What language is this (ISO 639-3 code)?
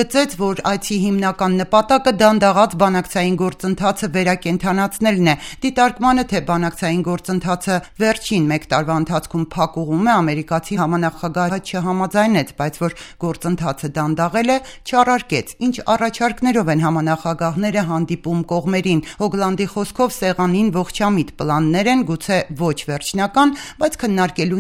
hye